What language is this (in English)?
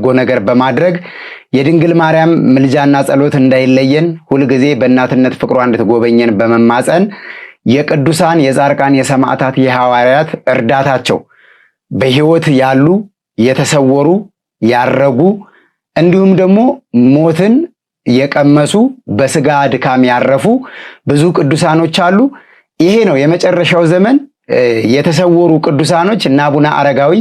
Amharic